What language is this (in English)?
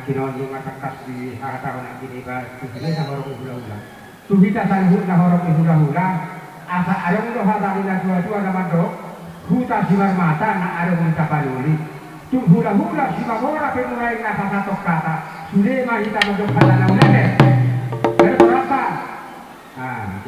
Batak Toba